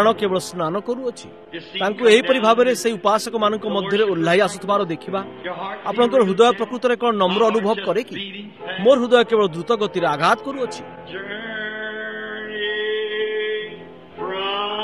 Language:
Odia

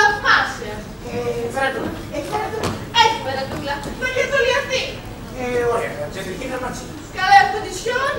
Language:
Greek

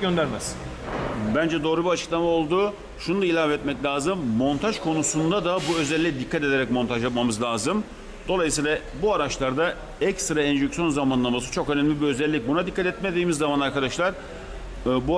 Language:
Turkish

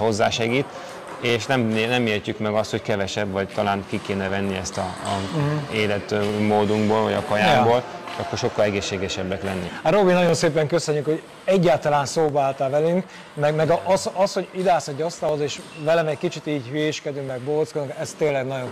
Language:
Hungarian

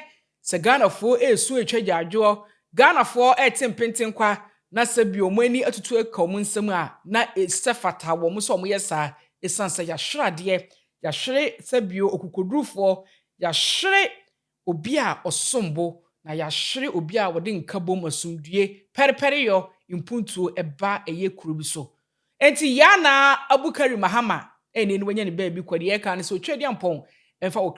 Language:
Akan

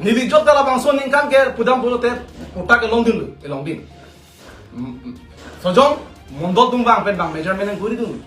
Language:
Karbi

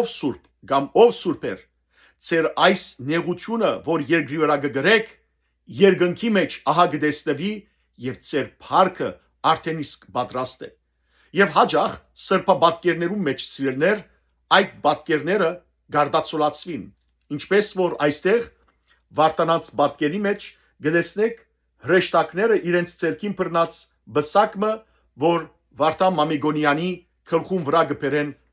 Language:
Western Armenian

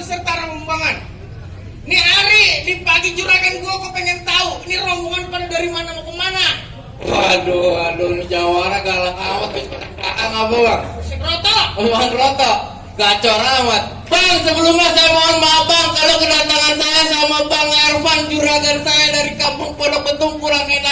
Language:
Betawi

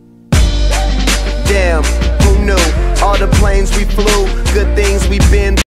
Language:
English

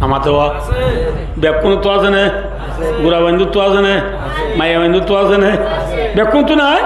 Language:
Rohingya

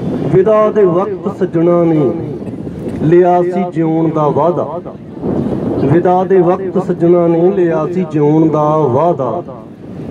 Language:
Punjabi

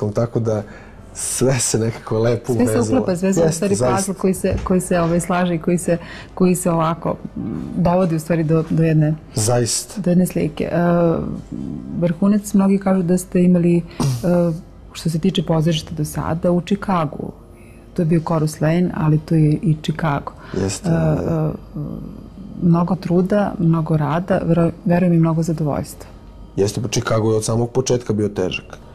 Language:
Serbian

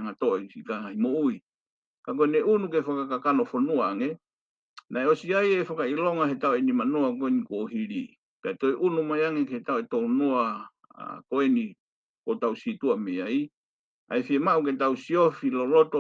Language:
Tongan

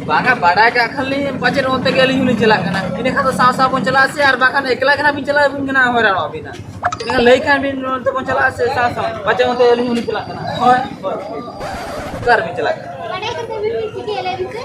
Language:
Santali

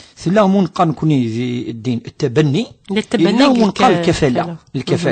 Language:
Kabyle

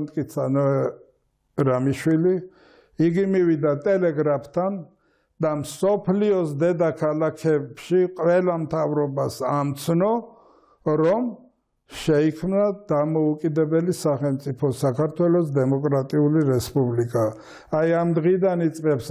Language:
Georgian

